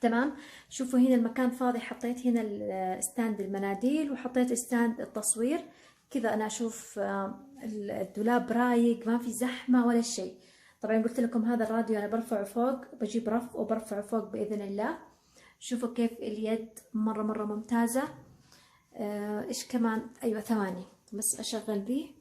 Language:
Hijazi Arabic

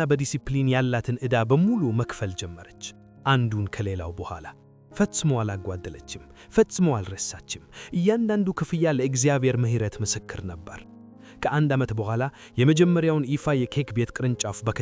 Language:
Amharic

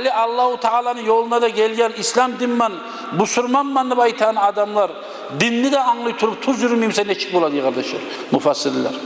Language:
Kumyk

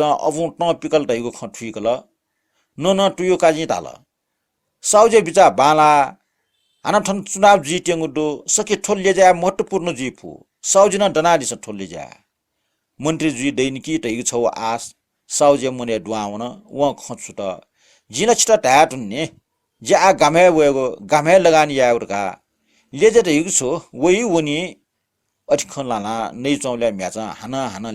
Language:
Newari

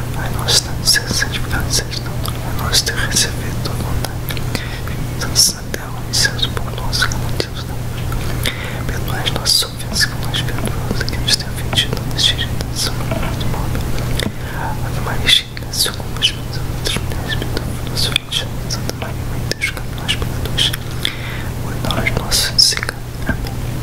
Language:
Portuguese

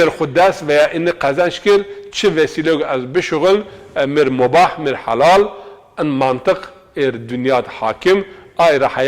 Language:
Zaza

